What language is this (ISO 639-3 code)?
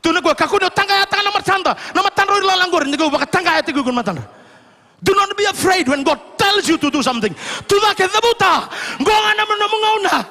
fij